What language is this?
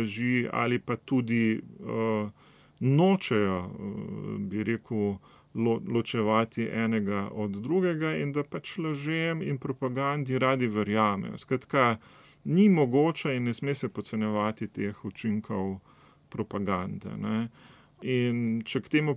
Slovenian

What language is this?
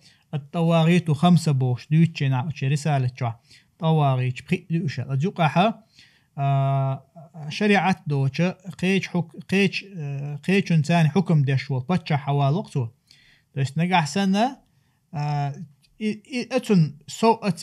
Chechen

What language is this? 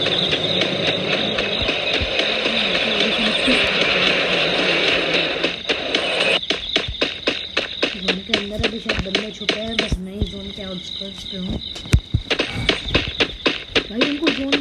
Hindi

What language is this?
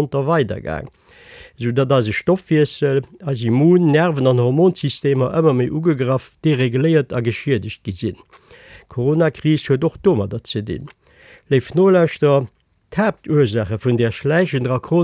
Luxembourgish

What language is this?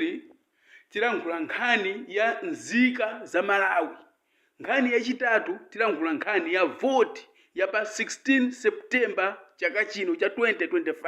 Nyanja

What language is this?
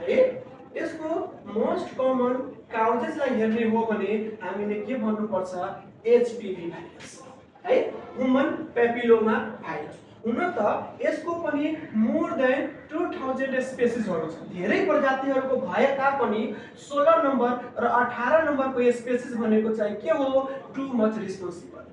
Nepali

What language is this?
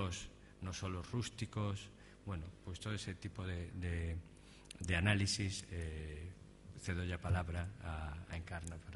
Galician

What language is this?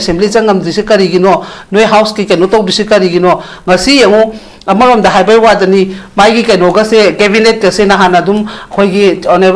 Manipuri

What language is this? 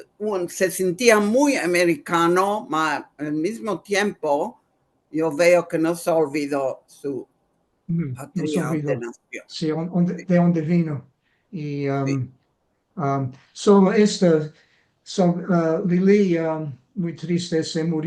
Ladino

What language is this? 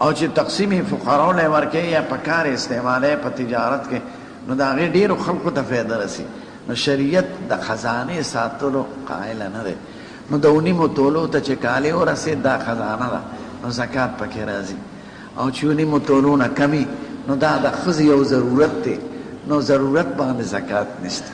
Pashto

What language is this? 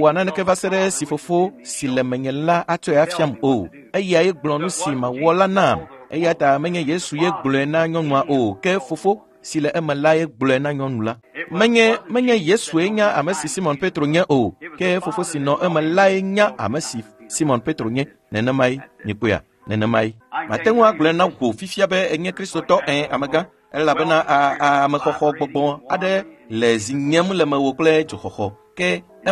Ewe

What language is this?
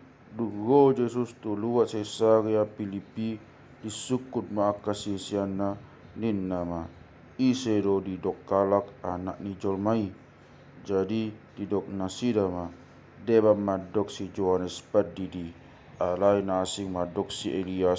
Batak Toba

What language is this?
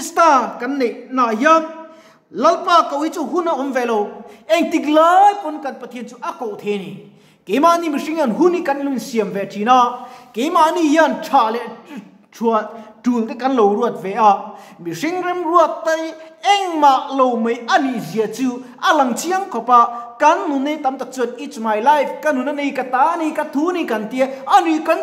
Mizo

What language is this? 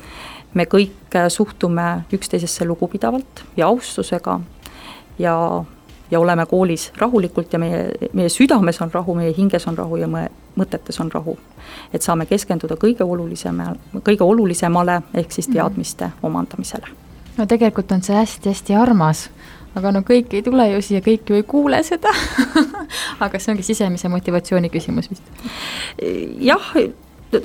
Estonian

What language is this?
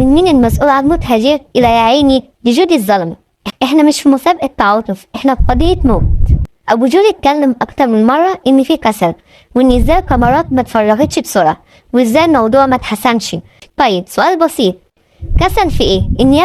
Egyptian Arabic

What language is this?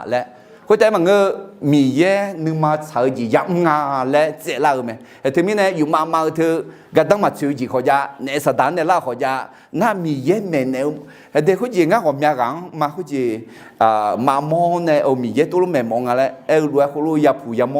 Akha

